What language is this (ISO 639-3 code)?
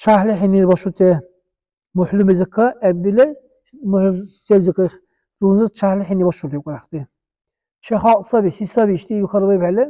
dar